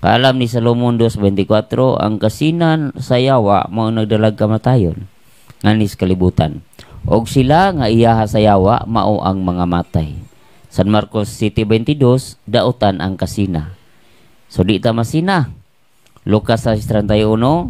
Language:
Cebuano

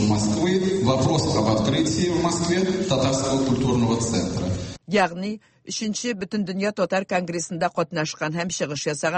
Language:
Tatar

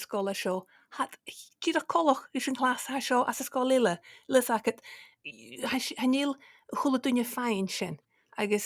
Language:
Scottish Gaelic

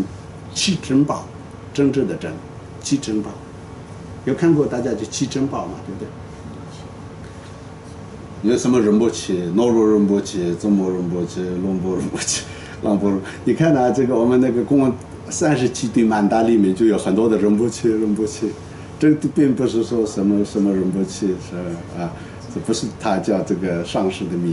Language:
Chinese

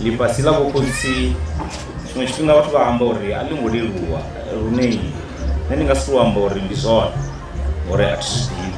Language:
Venda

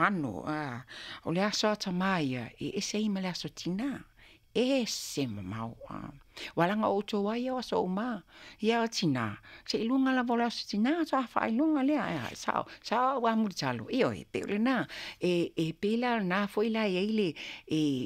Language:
Samoan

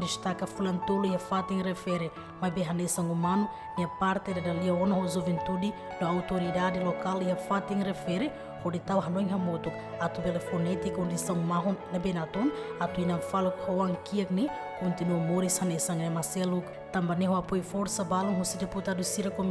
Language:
Tetum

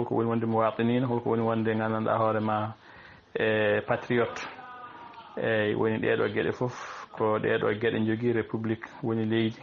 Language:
Fula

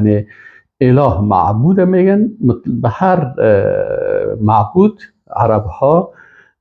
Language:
Persian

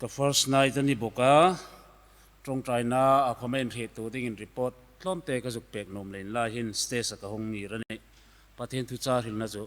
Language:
Hmar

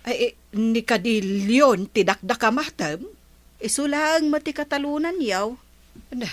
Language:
Iloko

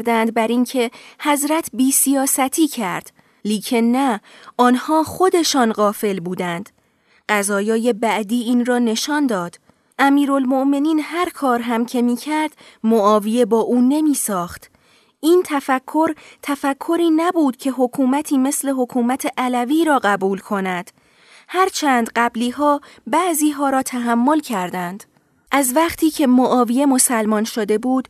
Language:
Persian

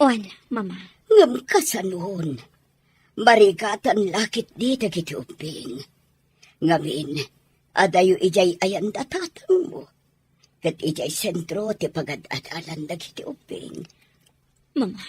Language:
Iloko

